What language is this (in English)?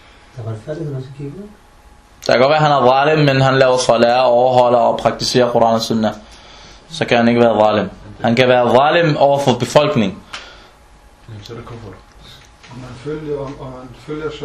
Danish